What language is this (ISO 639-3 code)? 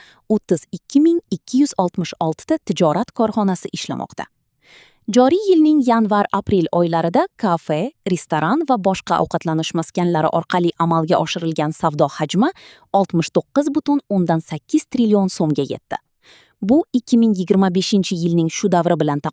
uzb